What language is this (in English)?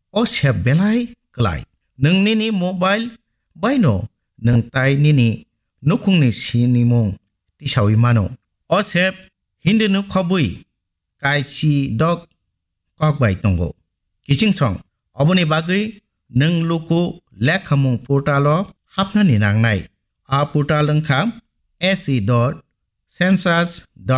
Kok Borok